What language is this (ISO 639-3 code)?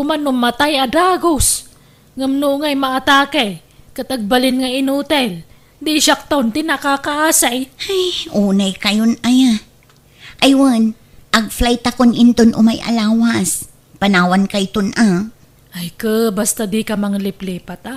ilo